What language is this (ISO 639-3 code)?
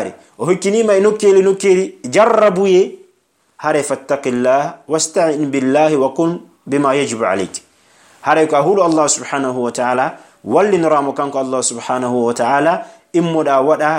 ful